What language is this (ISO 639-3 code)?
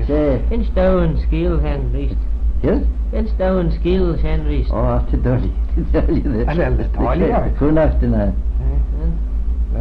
glv